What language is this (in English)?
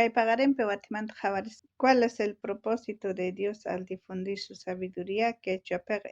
South Bolivian Quechua